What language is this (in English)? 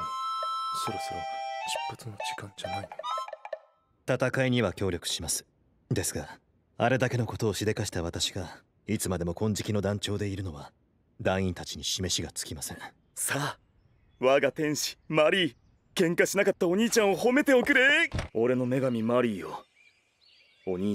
Japanese